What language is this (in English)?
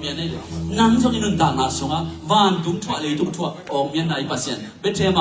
Tedim Chin